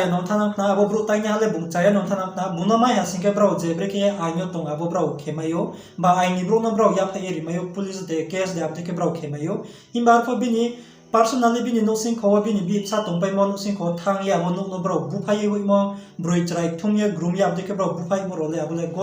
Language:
Riang (India)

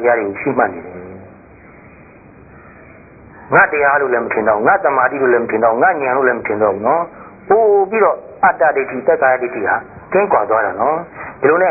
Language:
Burmese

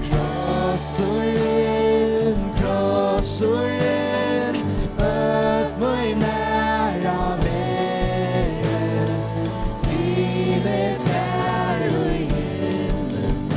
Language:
Faroese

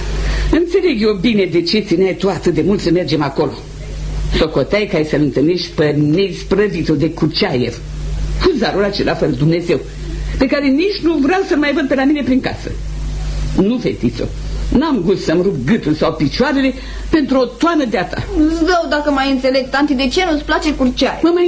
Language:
Romanian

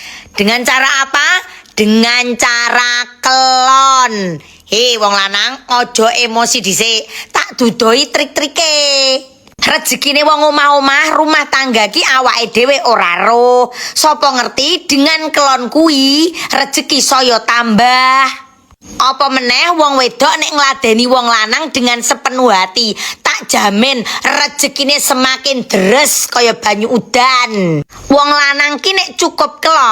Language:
Javanese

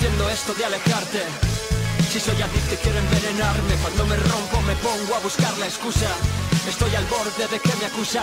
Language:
Spanish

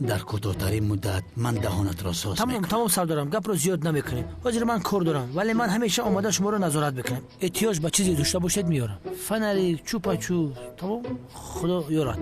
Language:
Tajik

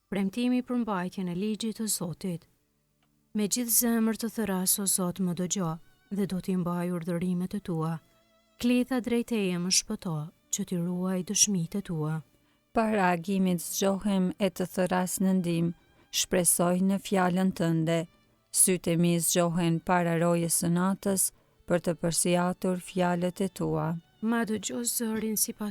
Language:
Albanian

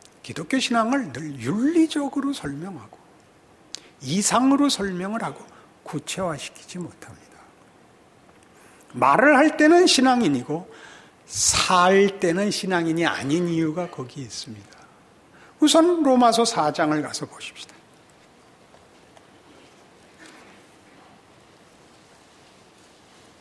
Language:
Korean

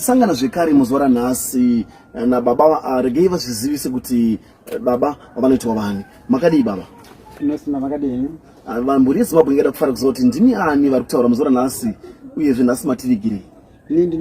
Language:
Shona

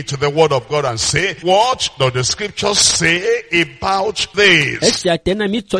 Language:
Ewe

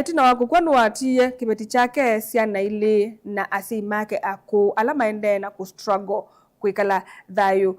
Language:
Kamba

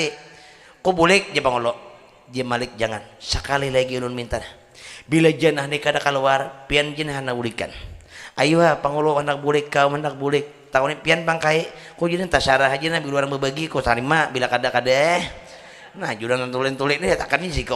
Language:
Banjar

